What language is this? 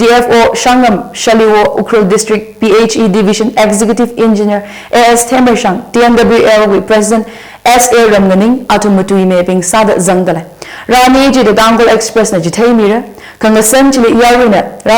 Tangkhul Naga (India)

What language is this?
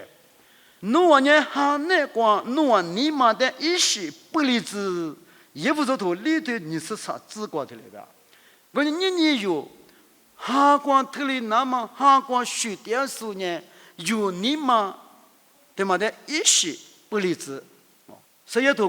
Lisu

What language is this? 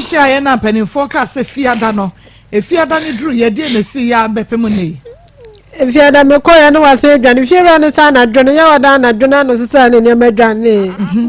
Akan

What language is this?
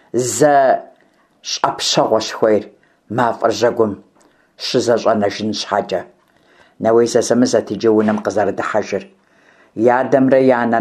Kabardian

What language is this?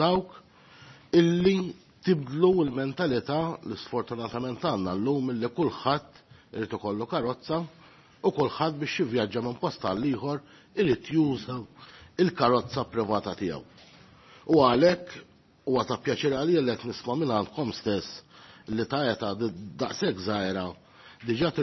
Maltese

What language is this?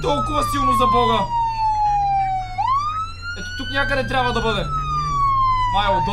Bulgarian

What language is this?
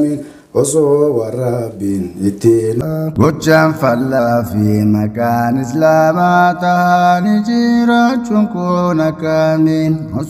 Oromo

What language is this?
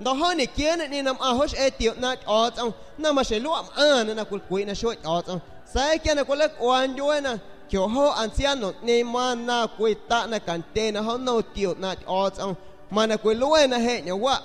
San Pedro Amuzgos Amuzgo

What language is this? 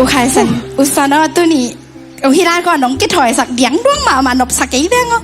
Tedim Chin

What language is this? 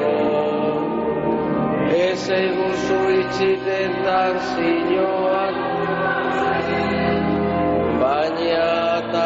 Basque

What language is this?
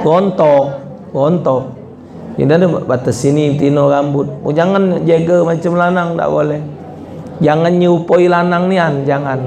Musi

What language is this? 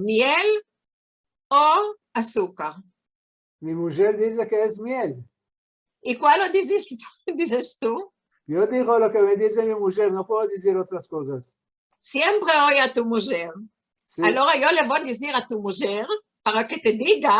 Ladino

